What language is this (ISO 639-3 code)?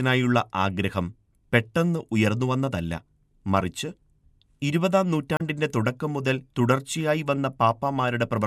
mal